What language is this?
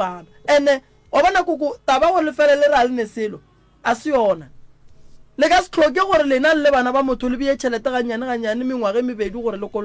Northern Sotho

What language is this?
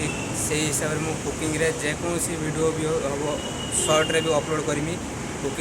Odia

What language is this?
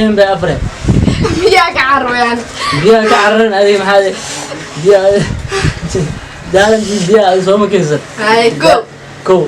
Somali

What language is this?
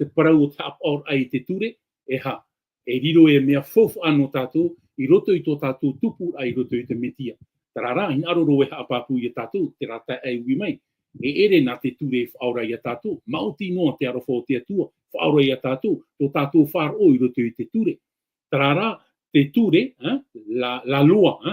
Tahitian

